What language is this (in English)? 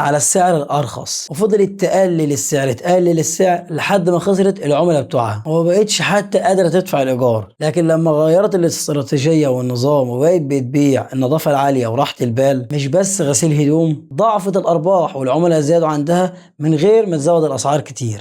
Egyptian Arabic